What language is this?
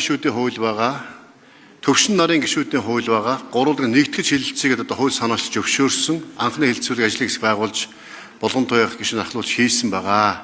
Mongolian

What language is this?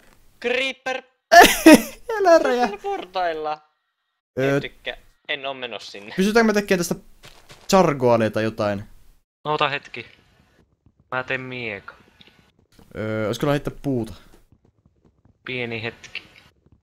Finnish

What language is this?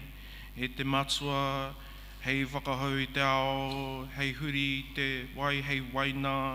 Māori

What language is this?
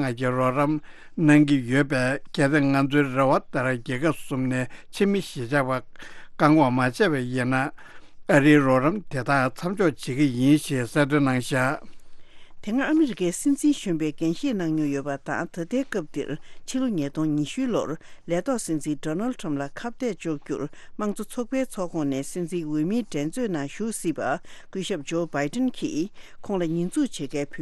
Tibetan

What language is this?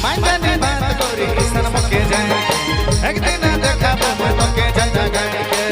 Sadri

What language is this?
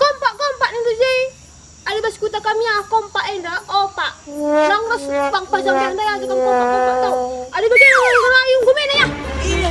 Batak Karo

